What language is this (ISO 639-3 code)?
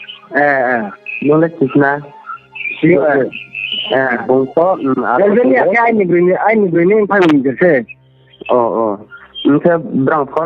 ria